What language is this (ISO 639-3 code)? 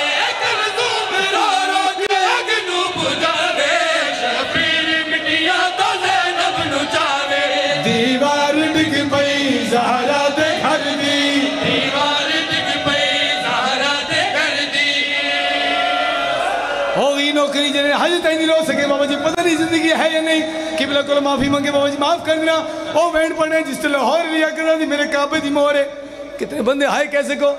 lah